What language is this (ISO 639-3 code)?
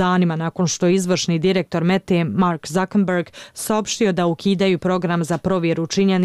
bos